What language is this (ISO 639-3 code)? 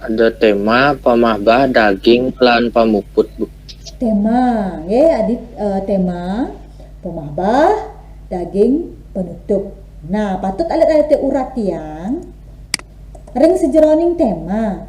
ban